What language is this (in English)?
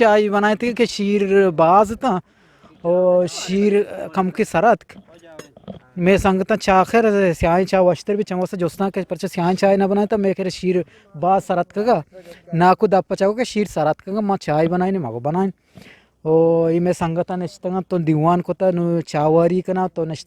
Eastern Balochi